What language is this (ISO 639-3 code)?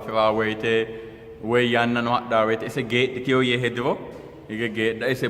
sid